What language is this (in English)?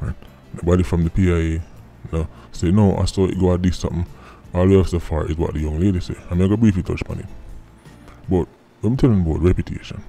Jamaican Creole English